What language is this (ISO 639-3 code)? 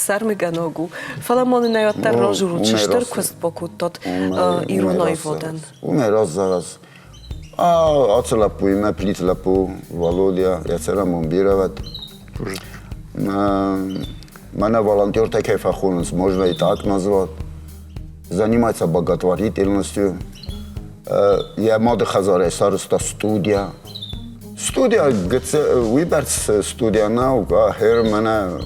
oss